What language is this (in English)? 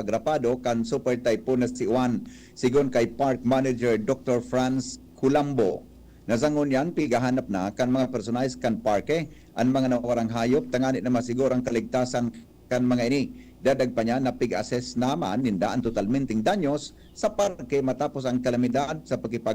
Bikol